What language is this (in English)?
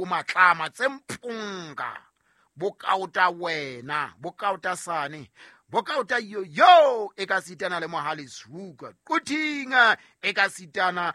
Southern Sotho